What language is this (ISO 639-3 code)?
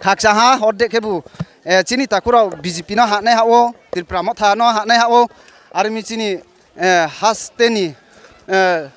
ria